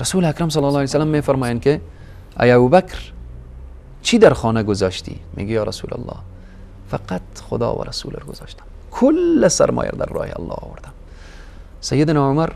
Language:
Persian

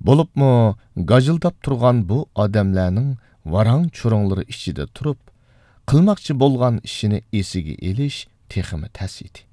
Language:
Uyghur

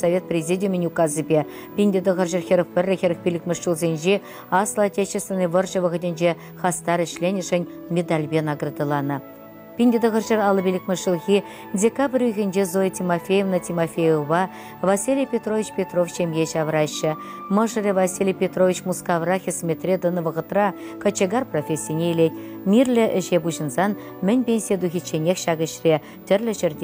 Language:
Chuvash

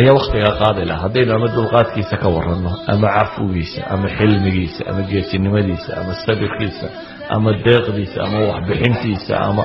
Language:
Somali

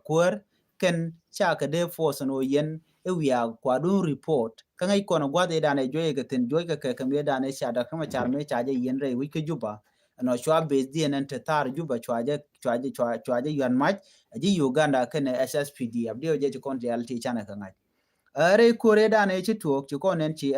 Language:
Nuer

